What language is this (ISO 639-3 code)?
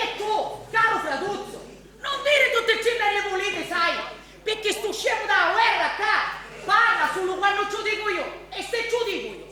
scn